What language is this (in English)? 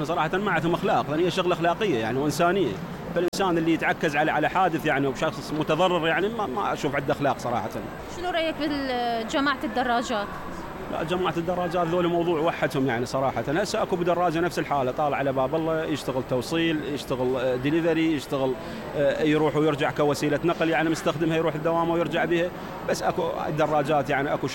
Mesopotamian Arabic